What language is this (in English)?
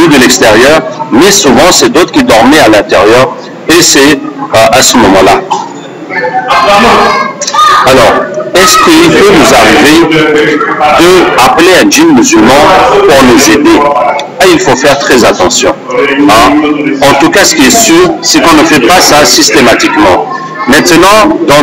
French